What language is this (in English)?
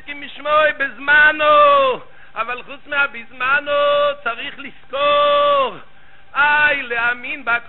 Hebrew